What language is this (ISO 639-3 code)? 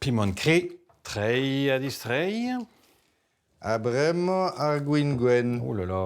bre